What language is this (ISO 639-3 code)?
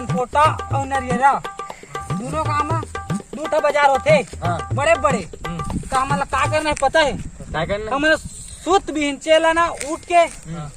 hne